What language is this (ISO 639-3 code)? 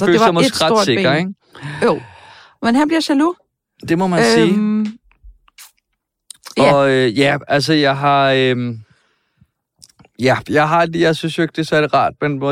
dan